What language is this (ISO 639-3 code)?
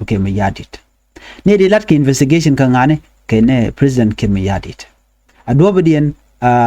nus